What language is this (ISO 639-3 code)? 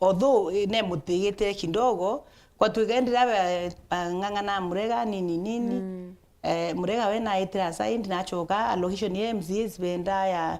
mer